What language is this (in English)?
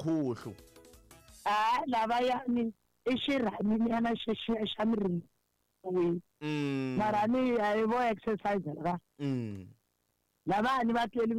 Tsonga